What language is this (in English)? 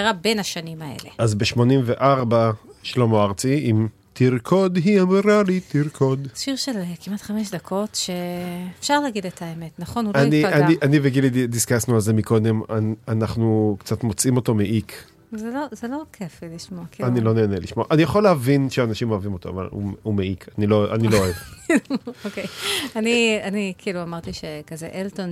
Hebrew